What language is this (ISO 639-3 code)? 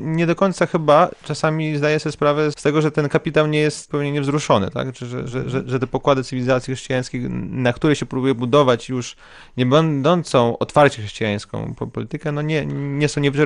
pol